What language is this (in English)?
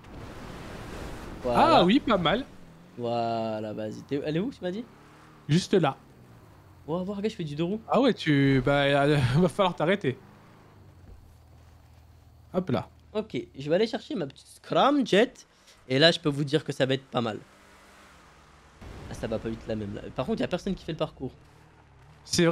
French